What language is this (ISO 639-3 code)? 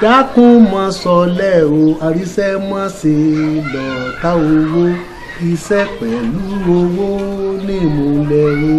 yor